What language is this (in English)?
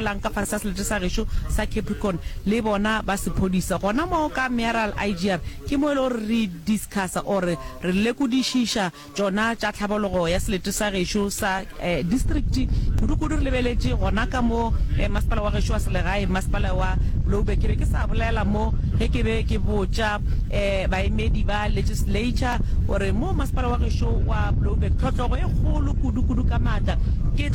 Northern Sotho